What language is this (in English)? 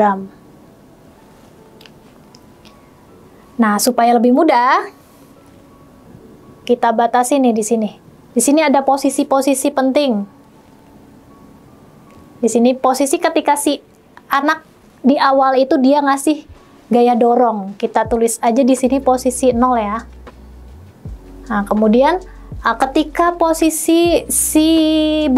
Indonesian